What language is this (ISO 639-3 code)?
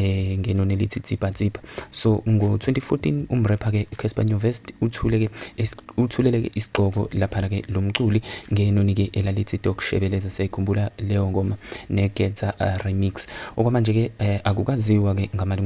zul